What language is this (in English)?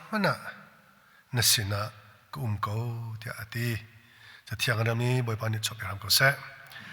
Hakha Chin